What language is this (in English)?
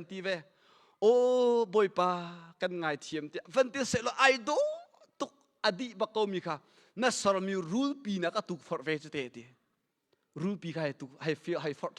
Hakha Chin